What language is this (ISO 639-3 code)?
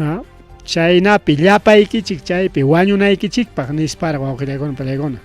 quy